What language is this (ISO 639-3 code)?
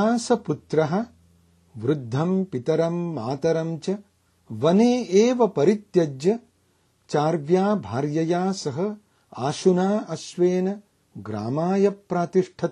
san